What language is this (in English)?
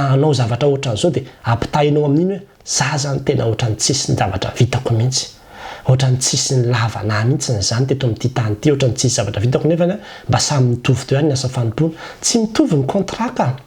Malagasy